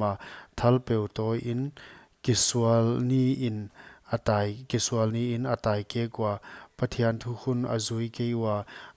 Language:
Paite Chin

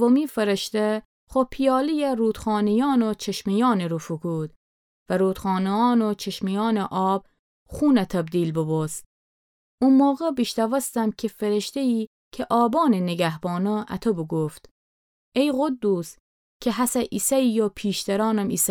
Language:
Gilaki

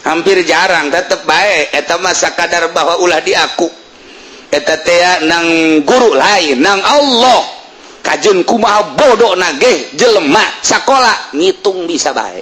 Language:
Sundanese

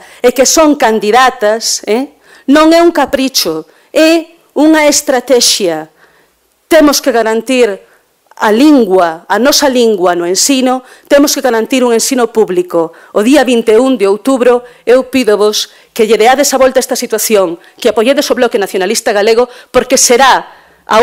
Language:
Galician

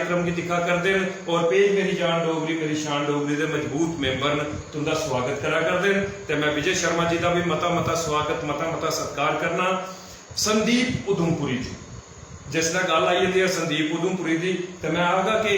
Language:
Dogri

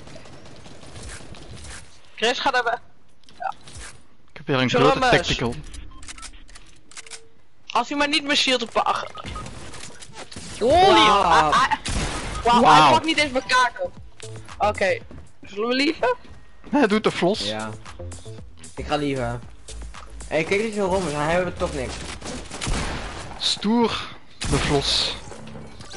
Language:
Dutch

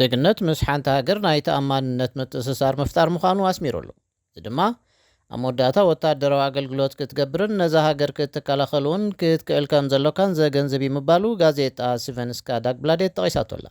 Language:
Tigrinya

